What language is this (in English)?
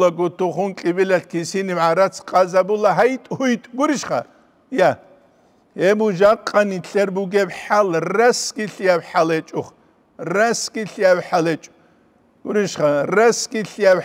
Avaric